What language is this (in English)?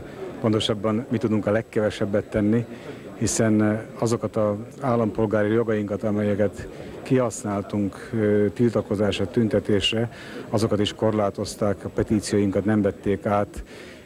Hungarian